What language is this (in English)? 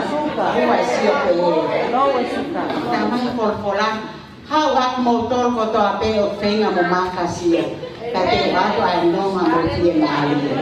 Tongan